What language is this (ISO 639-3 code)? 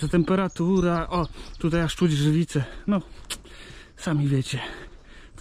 pol